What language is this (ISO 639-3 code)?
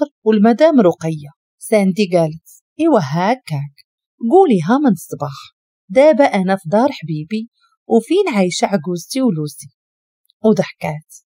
ary